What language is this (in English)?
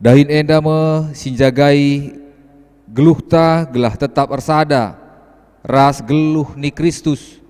Batak Karo